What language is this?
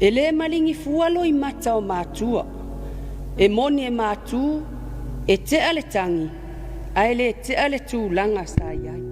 Samoan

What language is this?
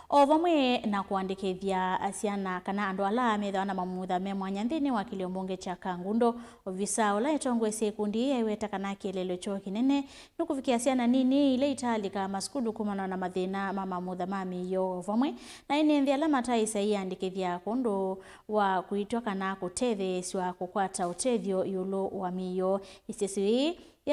Kamba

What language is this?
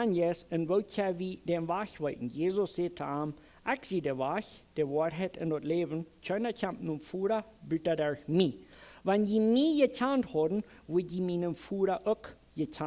Plautdietsch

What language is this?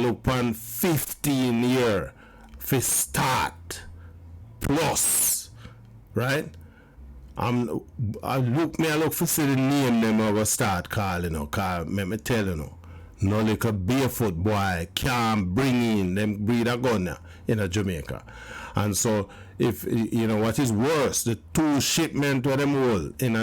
Jamaican Creole English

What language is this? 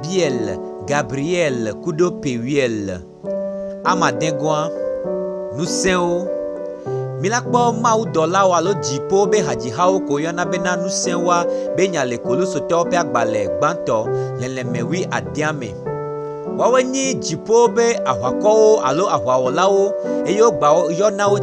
Gen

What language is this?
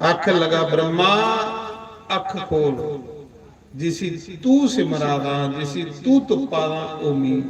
Dogri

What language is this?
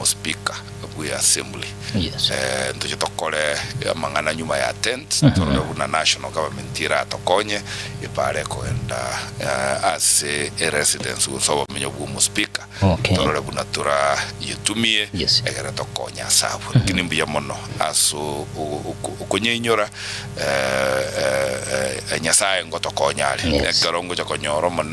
Gusii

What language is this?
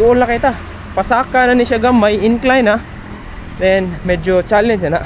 Cebuano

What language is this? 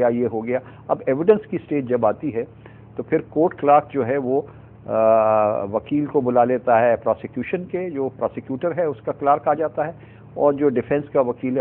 Urdu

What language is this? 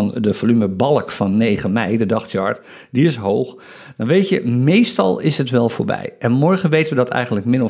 Dutch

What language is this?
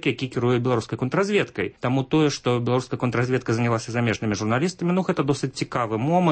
Belarusian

